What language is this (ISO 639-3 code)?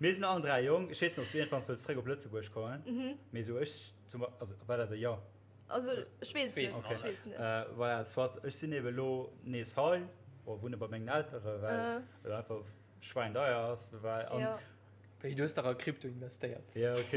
ltz